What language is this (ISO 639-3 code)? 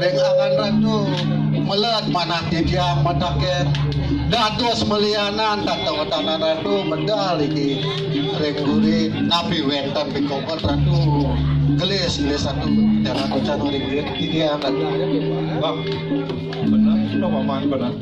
ban